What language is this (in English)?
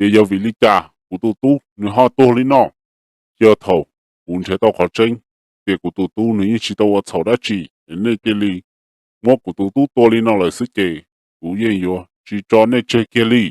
Hmong